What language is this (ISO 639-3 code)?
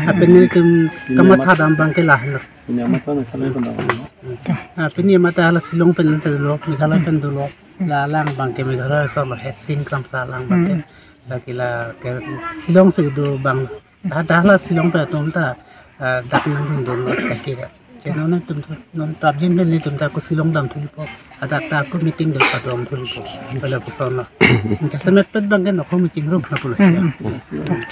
mjw